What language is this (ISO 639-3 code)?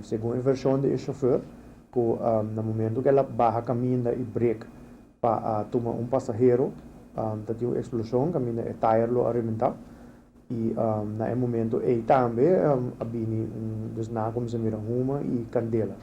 pap